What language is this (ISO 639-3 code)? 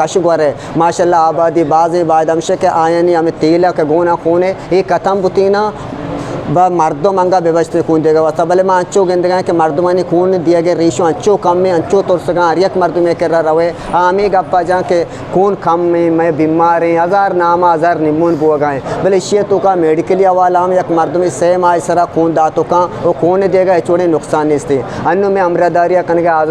bgp